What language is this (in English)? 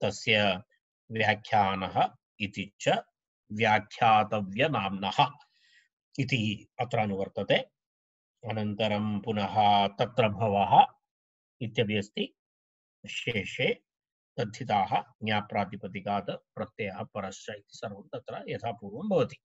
Sanskrit